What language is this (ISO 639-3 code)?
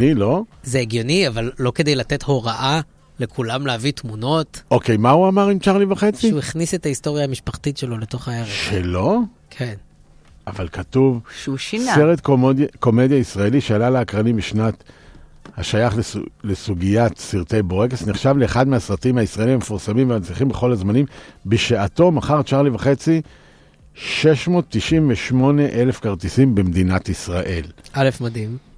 heb